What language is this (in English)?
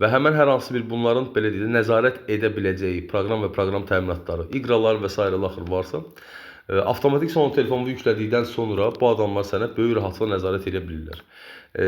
Azerbaijani